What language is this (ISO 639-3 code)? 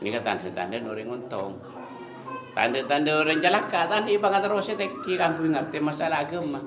mad